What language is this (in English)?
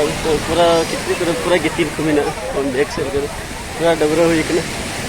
Santali